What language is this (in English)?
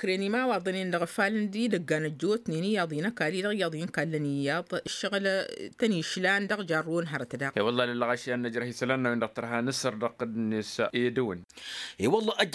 Tamasheq